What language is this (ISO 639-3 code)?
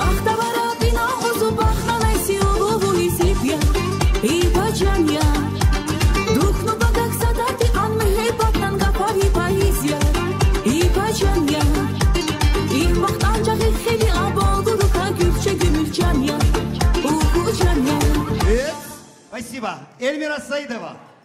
tab